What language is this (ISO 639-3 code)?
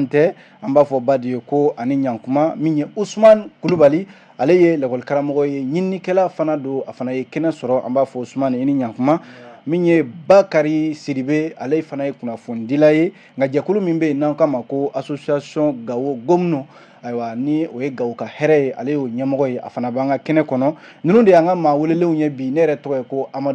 bam